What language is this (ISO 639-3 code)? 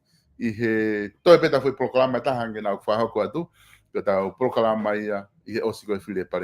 ton